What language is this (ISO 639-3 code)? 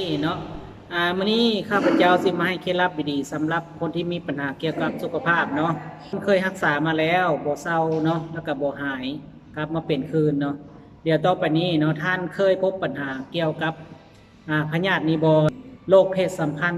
lao